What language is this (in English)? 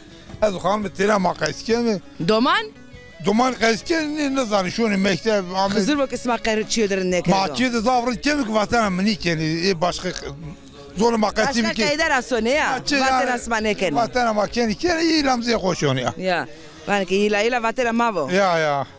Zaza